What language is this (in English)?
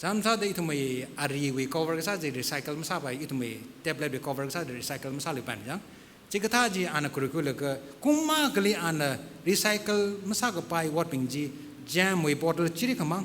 Tangkhul Naga (India)